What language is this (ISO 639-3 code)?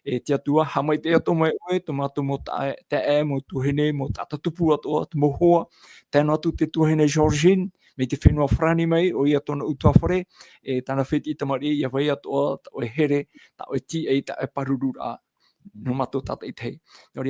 tah